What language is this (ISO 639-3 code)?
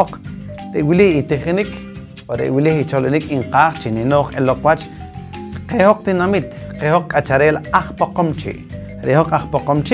poh